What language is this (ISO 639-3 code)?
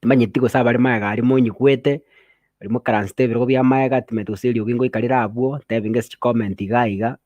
guz